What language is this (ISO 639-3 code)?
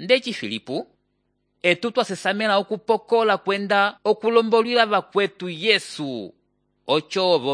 umb